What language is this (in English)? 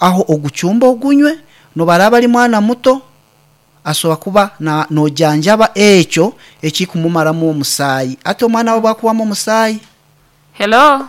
Nyankole